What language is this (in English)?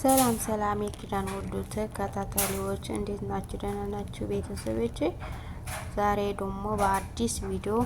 Amharic